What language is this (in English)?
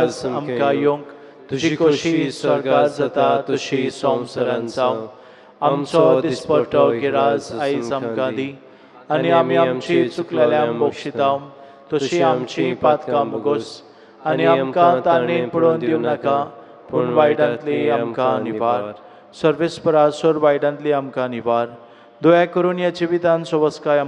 Konkani